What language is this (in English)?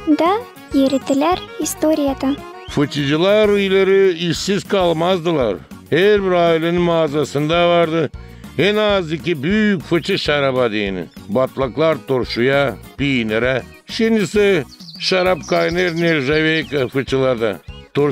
Gagauz